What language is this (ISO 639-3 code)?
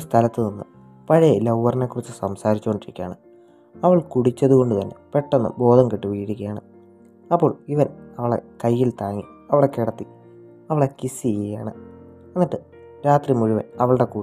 mal